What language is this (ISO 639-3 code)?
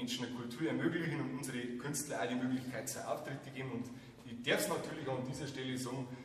bar